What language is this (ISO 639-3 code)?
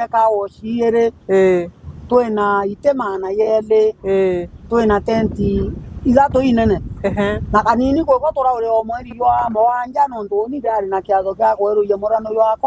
mer